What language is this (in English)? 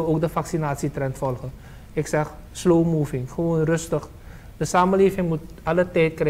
Dutch